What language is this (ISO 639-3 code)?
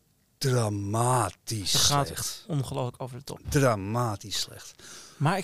nld